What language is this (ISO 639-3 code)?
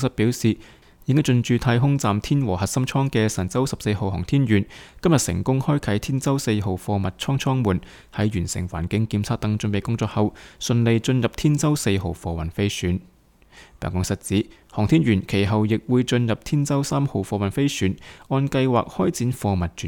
yue